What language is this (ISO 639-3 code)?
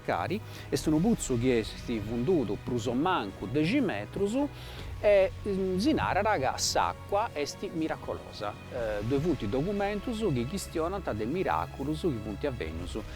srd